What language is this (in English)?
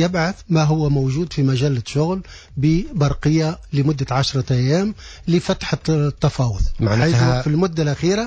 Tunisian Arabic